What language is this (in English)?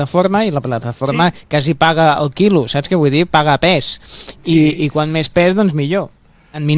Catalan